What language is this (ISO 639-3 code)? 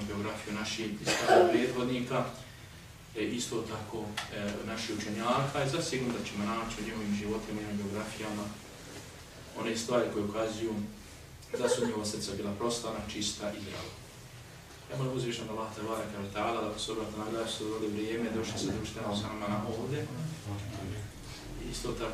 bos